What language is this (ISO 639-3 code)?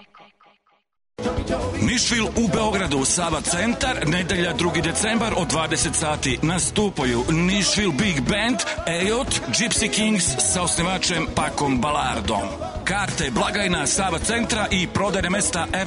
srp